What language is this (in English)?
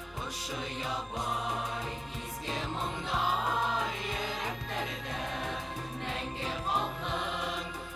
Bashkir